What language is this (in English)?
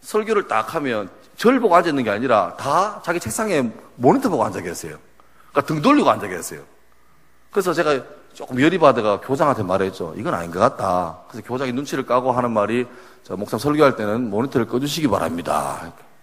Korean